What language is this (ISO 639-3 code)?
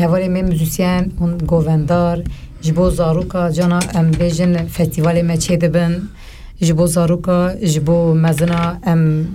kur